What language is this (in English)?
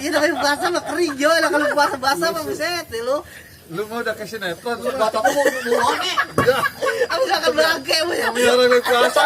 Betawi